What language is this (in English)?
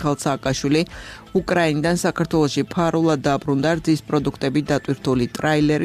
Georgian